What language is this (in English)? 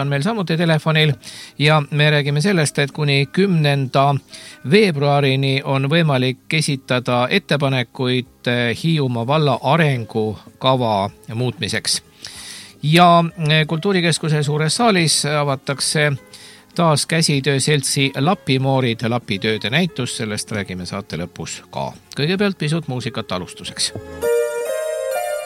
Estonian